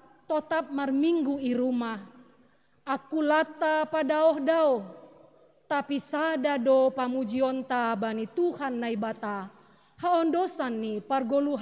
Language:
Batak Simalungun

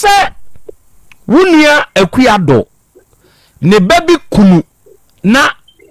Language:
Akan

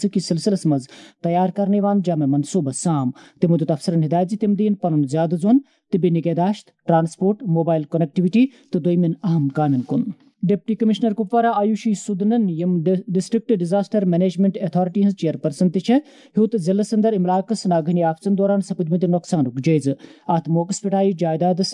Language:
Kashmiri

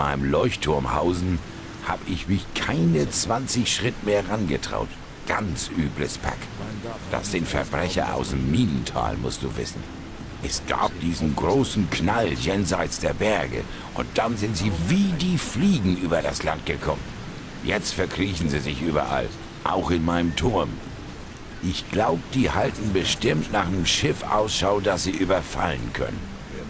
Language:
Bavarian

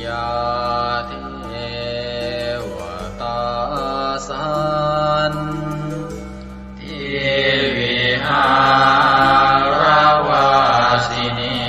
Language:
Pali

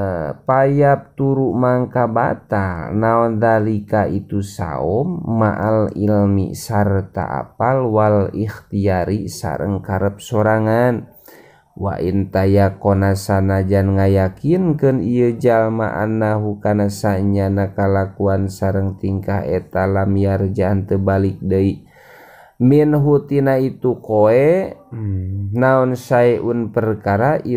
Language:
Sundanese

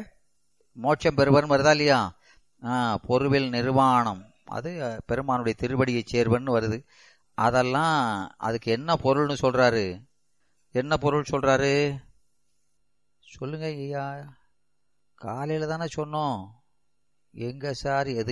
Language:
Tamil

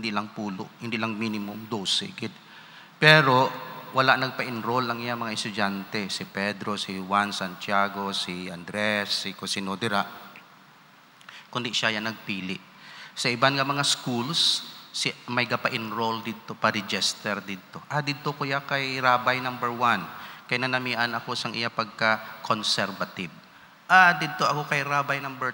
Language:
Hiligaynon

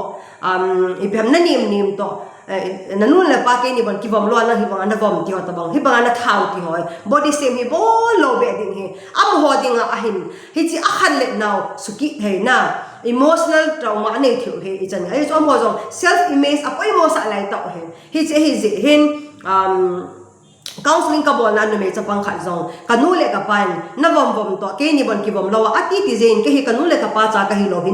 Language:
Thado Chin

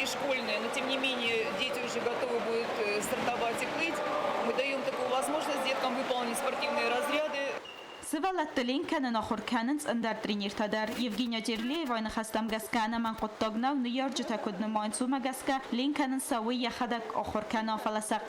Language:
Ossetic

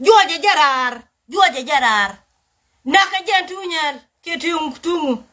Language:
Nuer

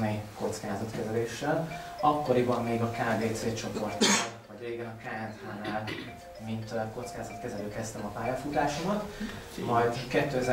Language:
Hungarian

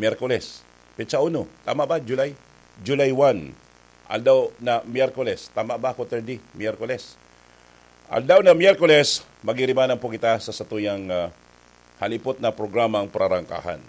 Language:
Bikol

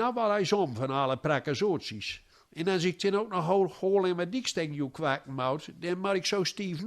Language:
Gronings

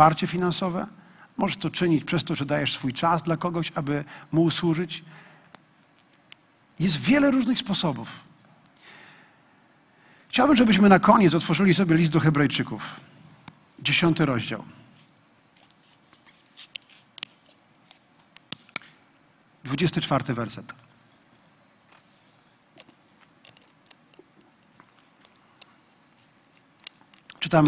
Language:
Polish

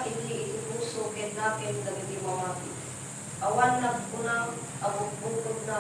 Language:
Iloko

